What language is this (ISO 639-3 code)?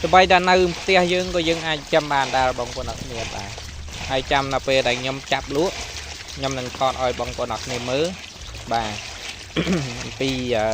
khm